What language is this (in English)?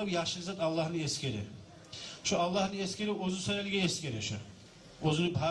Kumyk